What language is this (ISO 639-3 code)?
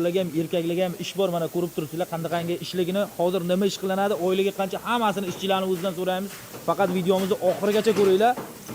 uzb